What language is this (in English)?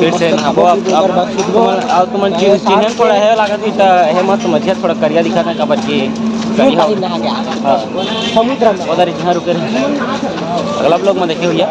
Chhattisgarhi